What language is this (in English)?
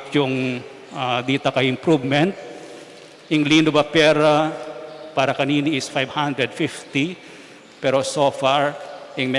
Pampanga